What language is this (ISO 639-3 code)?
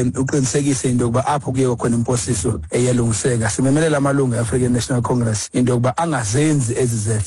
xho